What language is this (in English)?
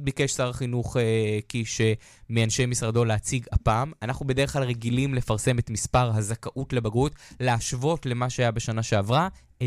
Hebrew